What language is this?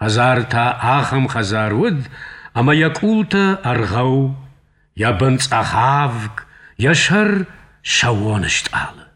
Ossetic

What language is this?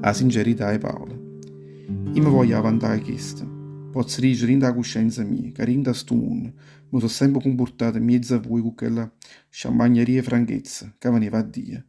Neapolitan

